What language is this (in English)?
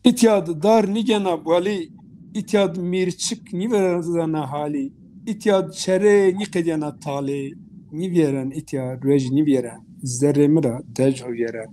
Zaza